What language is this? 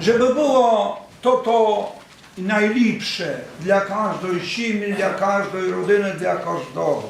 Rusyn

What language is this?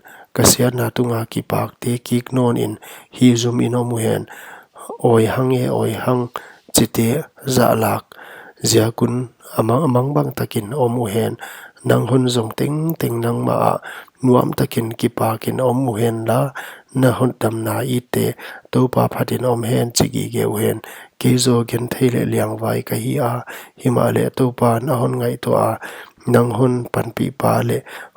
Paite Chin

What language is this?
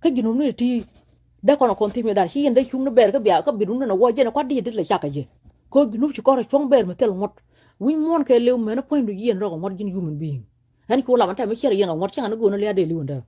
Nuer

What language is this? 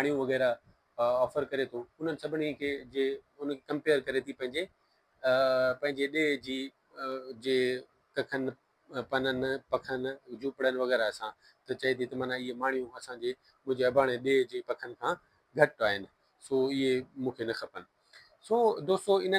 Sindhi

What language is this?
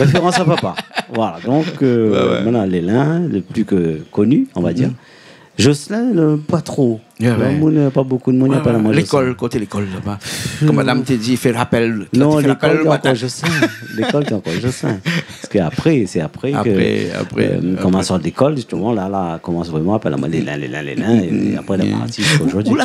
Réunion Creole French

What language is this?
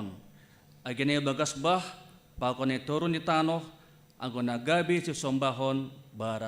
Batak Simalungun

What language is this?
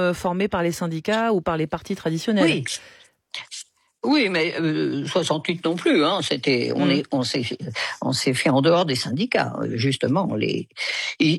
French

